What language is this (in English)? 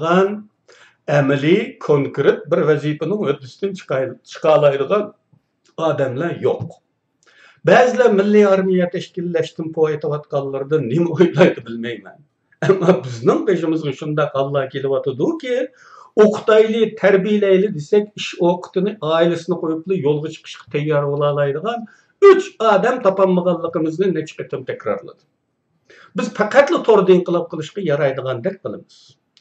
Uyghur